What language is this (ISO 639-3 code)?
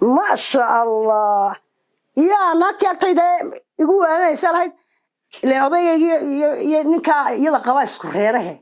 som